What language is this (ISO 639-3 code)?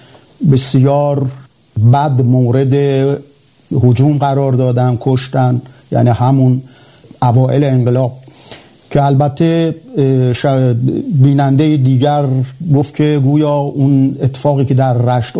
fas